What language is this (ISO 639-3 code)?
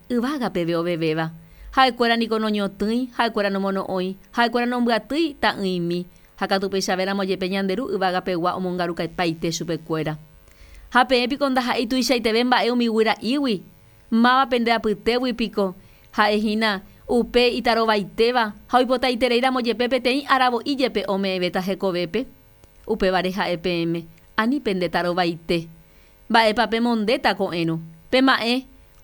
grn